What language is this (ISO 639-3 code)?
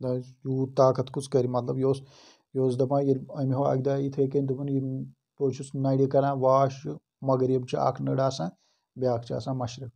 kas